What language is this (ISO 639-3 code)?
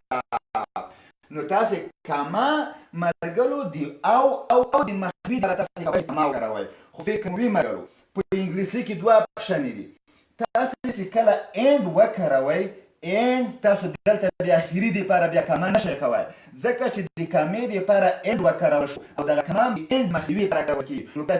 pus